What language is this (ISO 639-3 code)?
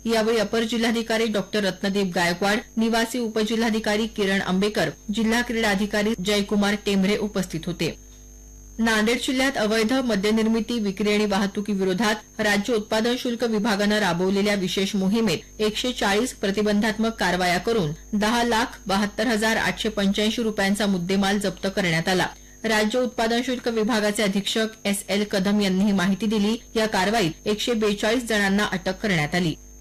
mar